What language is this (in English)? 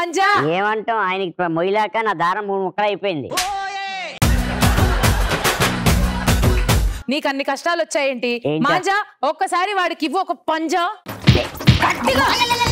Telugu